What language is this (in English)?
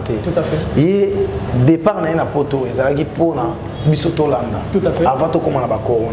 Lingala